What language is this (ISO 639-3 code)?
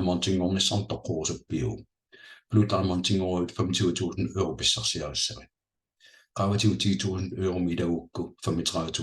kal